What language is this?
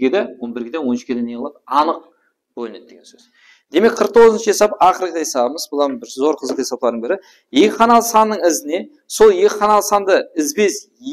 Kara-Kalpak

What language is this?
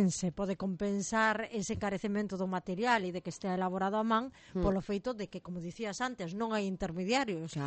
Galician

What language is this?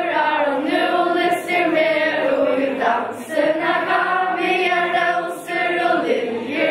Faroese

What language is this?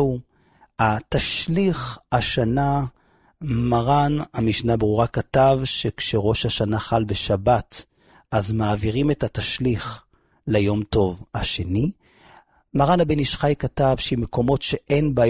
Hebrew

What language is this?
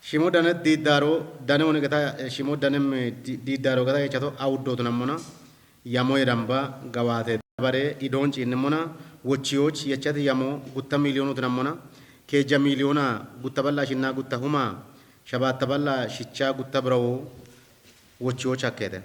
Kafa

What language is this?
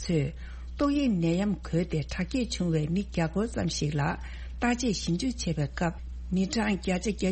Tibetan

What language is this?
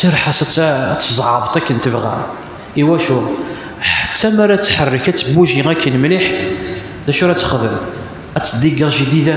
Kabyle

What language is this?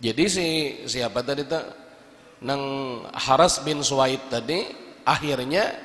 Banjar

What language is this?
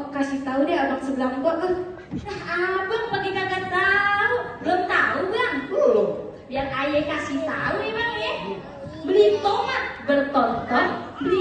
Betawi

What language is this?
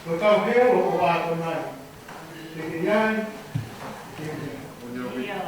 Tongan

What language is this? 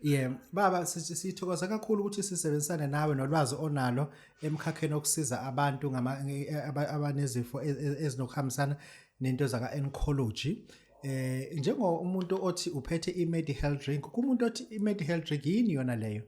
Zulu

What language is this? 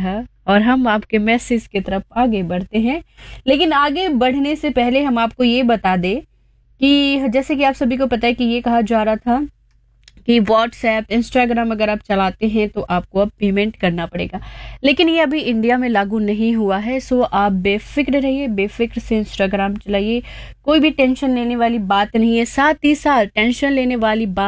Hindi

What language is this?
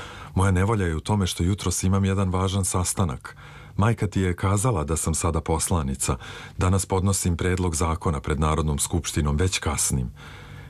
Serbian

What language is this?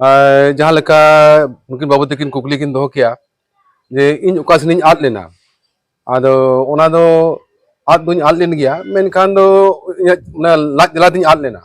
Santali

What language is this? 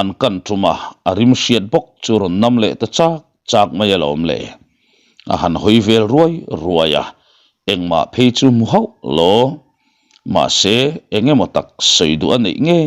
Mizo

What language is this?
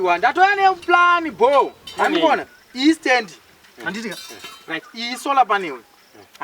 Shona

